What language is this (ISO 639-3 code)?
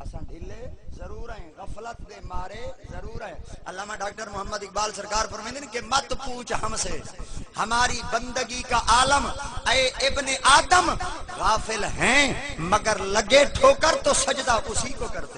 skr